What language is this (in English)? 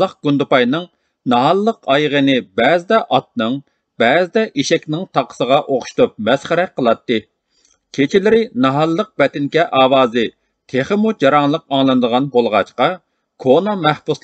Uyghur